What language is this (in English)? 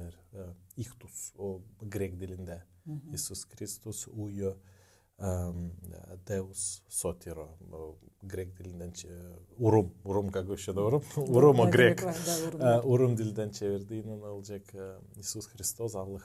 Gagauz